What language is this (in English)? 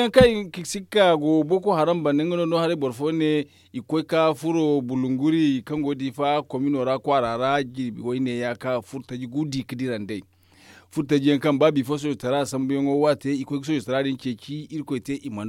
Zarma